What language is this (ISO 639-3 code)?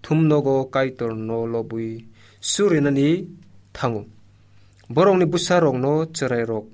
trp